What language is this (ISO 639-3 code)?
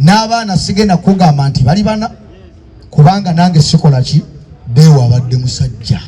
lug